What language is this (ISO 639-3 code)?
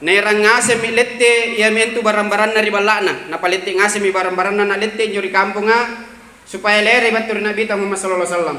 mak